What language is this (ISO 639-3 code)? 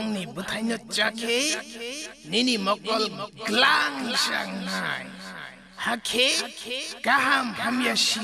trp